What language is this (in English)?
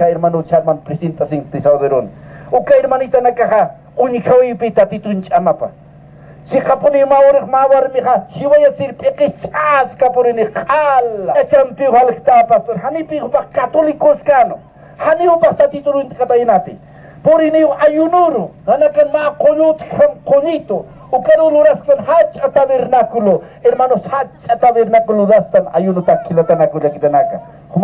Aymara